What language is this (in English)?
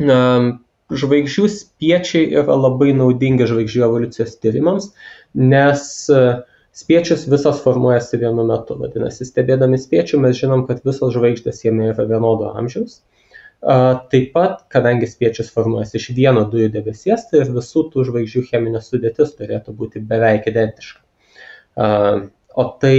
Lithuanian